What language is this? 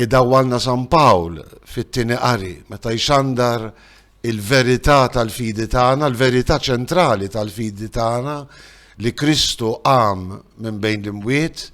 Maltese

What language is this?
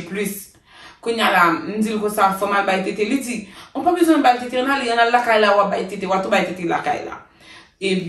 Haitian Creole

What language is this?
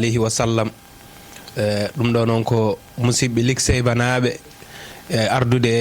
Fula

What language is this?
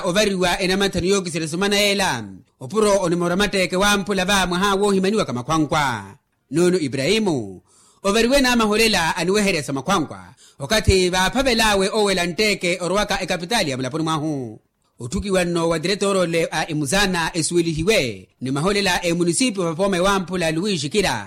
Makhuwa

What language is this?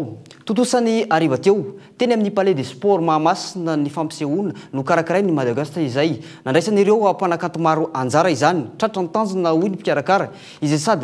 Malagasy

